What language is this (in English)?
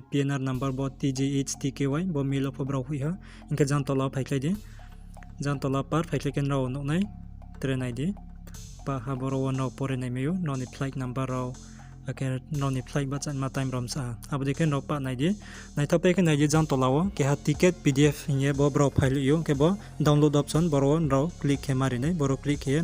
Riang (India)